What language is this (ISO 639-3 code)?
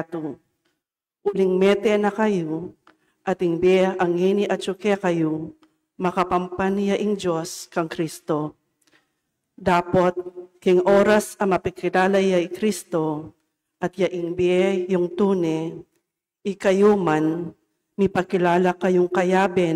pam